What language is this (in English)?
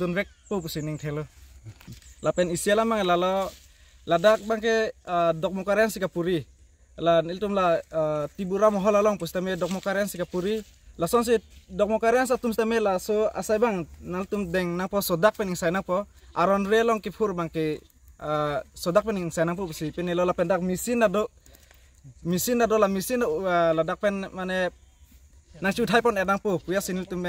Karbi